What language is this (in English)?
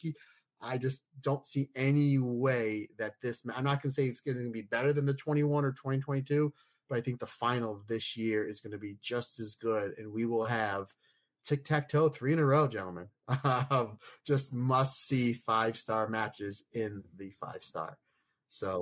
English